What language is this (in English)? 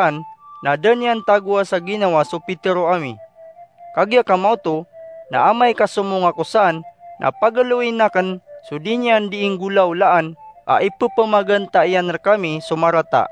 Maranao